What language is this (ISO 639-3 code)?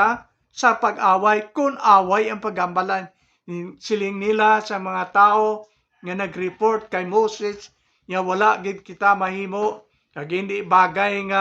hil